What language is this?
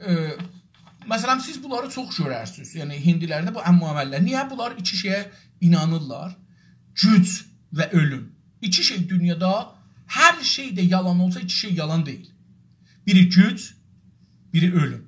South Azerbaijani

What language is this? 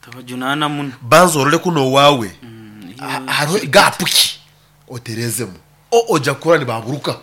Nyoro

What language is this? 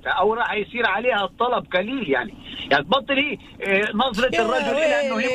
North Levantine Arabic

